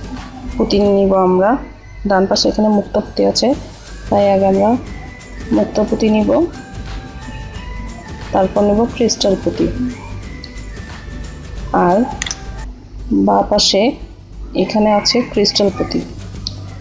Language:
Bangla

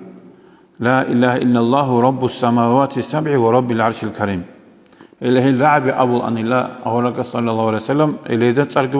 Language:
Avaric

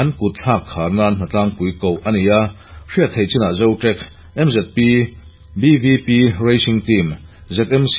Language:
Mizo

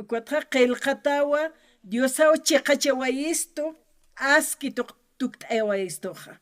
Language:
Aymara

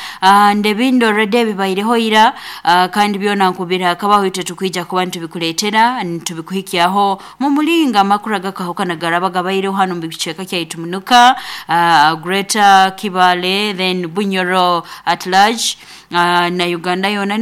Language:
Nyoro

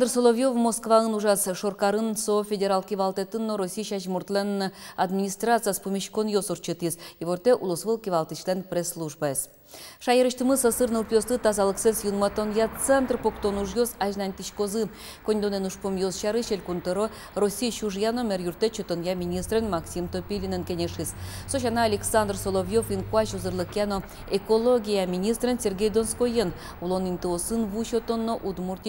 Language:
Udmurt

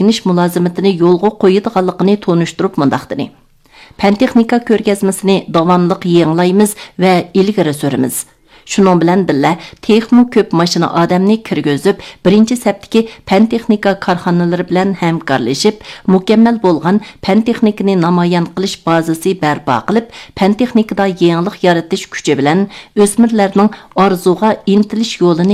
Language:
Uyghur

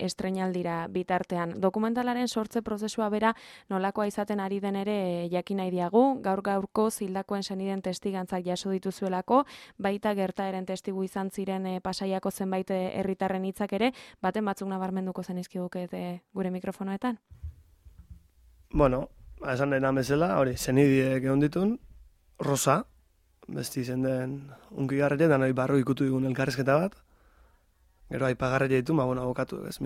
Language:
Basque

